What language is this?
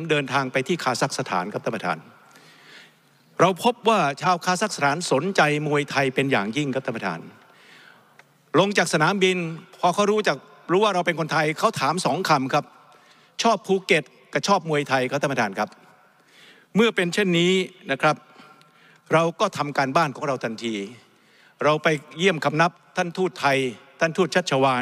Thai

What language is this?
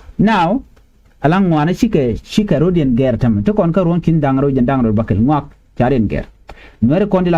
Nuer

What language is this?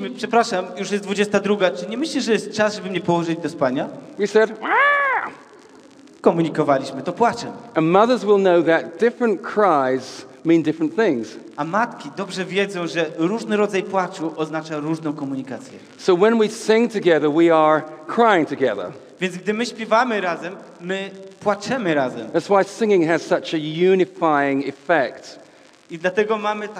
Polish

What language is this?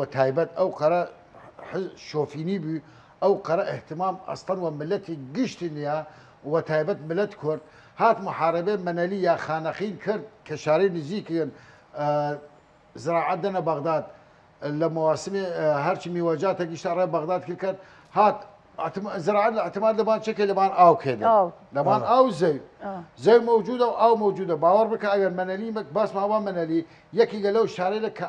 Southern Kurdish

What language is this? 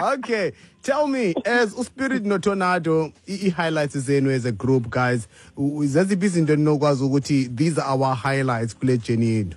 Xhosa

